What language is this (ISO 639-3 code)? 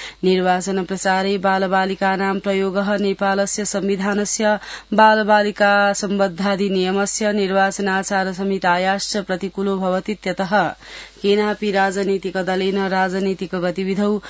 san